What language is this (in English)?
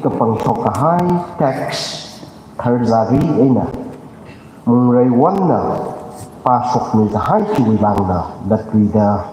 Tangkhul Naga (India)